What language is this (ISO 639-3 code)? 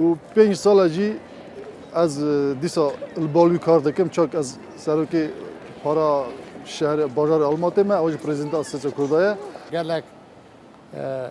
kur